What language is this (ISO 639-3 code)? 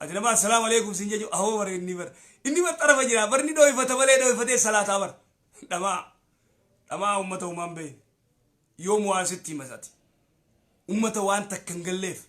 orm